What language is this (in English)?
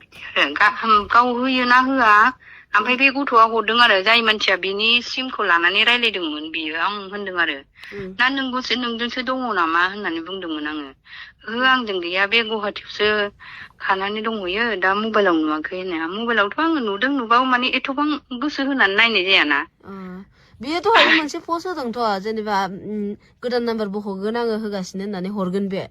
Bodo